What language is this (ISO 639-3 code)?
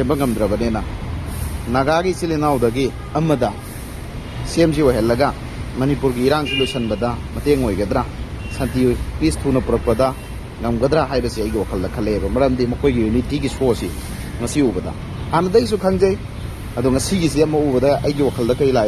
mni